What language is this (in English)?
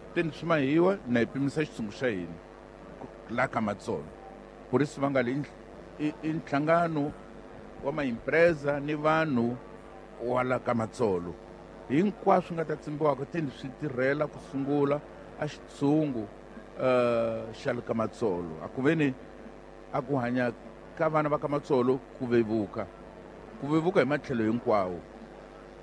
Tsonga